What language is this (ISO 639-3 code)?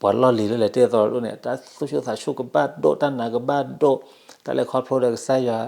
ksw